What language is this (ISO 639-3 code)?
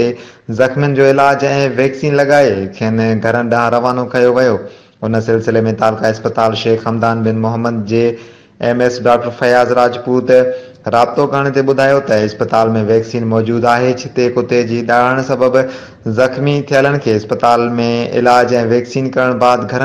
snd